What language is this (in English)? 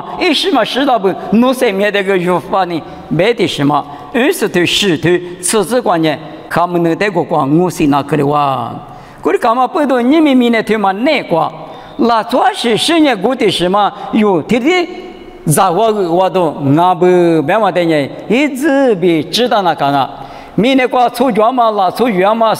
Lisu